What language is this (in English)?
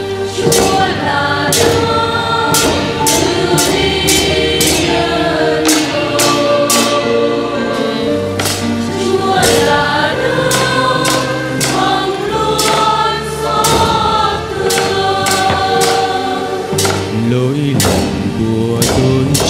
Vietnamese